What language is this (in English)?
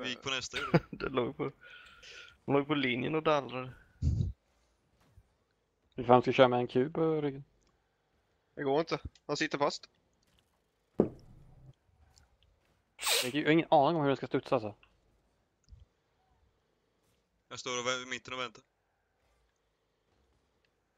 Swedish